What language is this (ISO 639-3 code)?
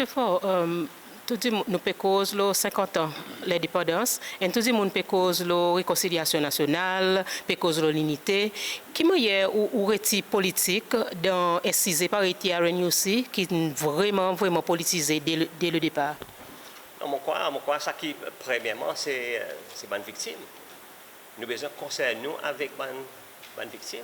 crs